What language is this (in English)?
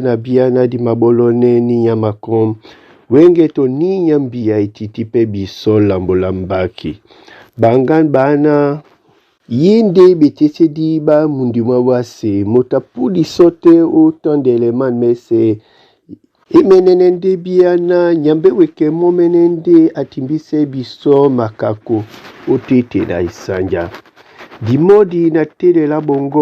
Duala